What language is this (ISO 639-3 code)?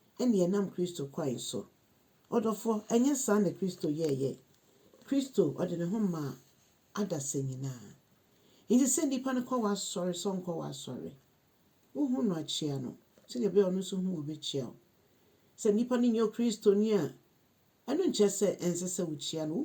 aka